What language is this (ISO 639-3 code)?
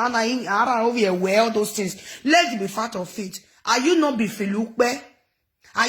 pcm